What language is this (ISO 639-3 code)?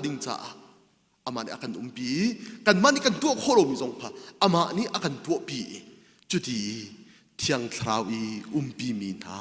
cnh